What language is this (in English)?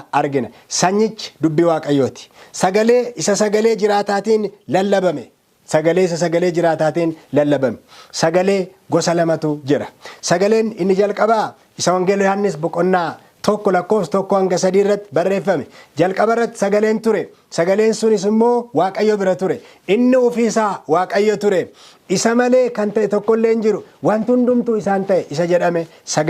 Oromo